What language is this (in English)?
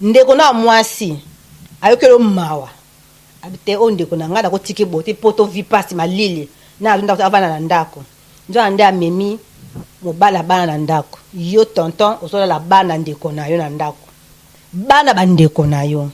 Lingala